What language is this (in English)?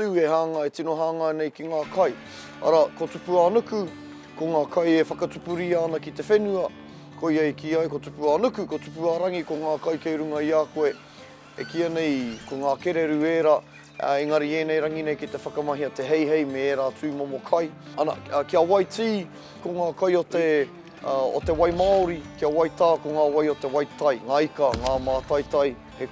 Māori